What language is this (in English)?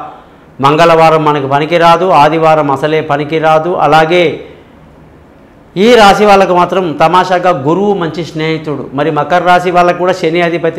Telugu